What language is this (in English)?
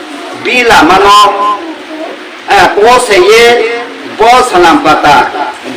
Riang (India)